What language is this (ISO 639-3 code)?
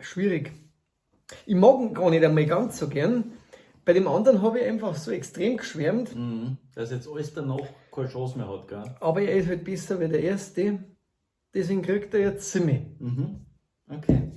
bar